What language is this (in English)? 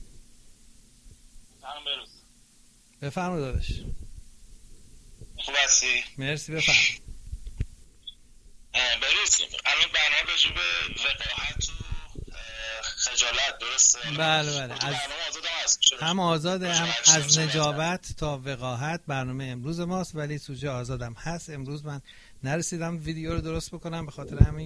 Persian